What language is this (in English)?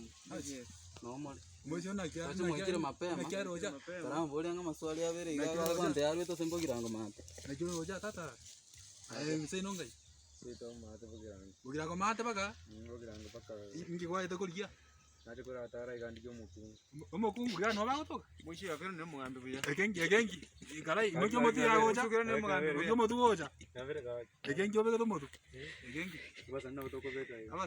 Gusii